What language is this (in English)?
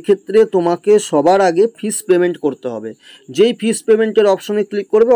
Bangla